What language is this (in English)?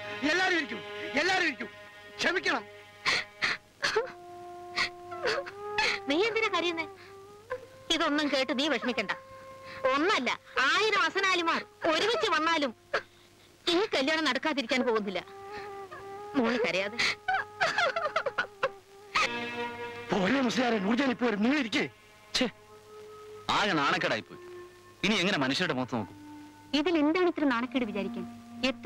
Malayalam